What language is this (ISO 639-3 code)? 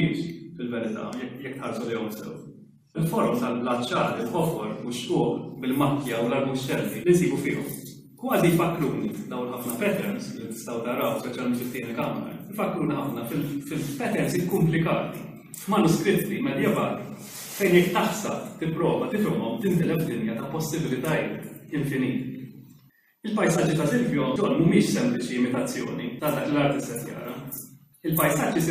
mlt